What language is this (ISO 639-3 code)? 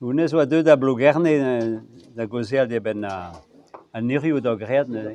bre